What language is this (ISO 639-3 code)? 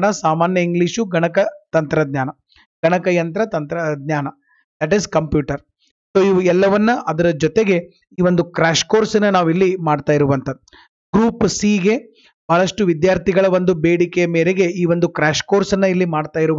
kan